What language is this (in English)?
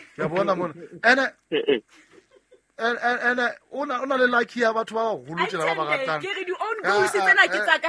Southern Sotho